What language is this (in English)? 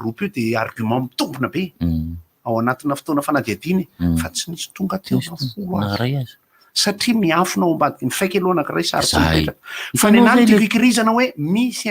Malagasy